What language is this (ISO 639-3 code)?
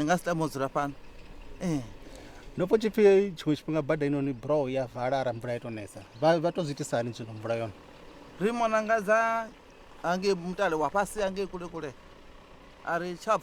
ven